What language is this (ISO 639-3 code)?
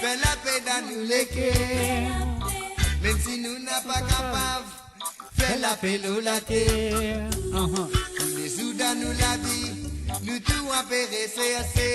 mfe